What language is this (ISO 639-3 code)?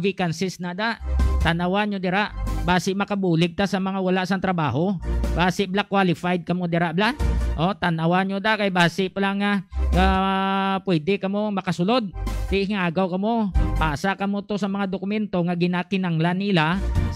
hil